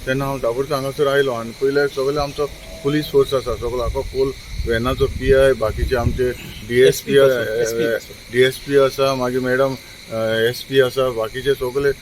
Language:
Konkani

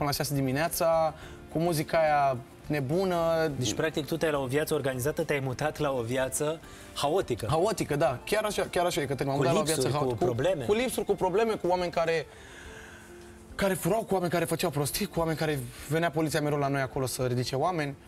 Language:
Romanian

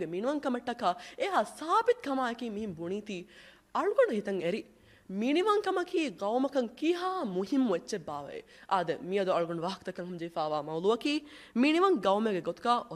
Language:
Divehi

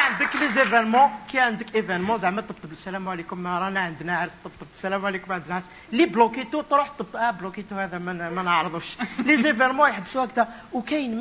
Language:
Moroccan Arabic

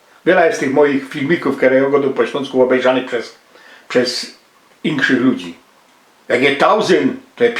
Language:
Silesian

